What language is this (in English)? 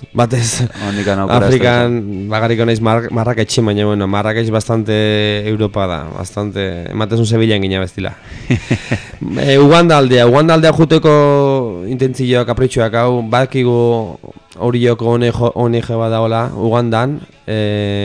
Basque